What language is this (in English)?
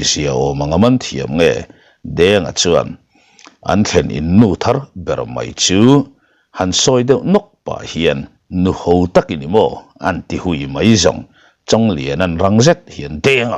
Mizo